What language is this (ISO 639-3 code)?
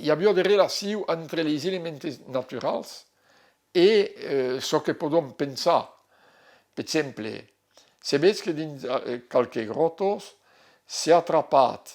oci